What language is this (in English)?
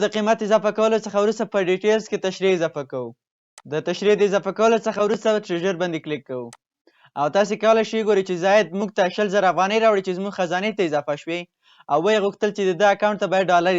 Pashto